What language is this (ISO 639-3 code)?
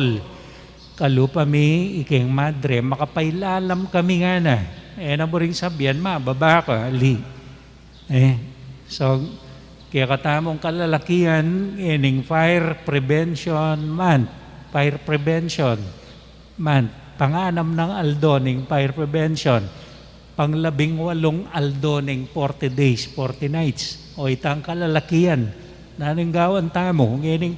pam